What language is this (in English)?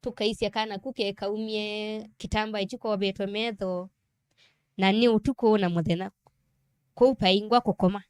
Kamba